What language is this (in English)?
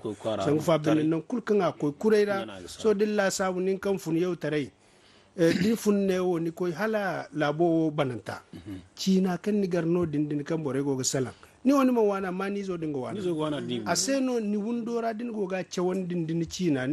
Zarma